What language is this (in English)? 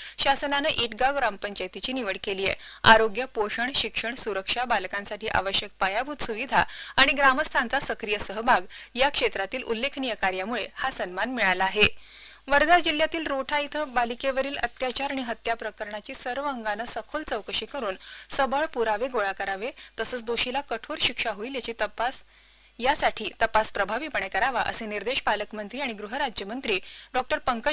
Marathi